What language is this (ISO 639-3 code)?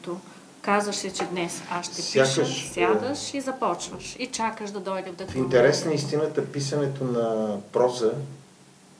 bul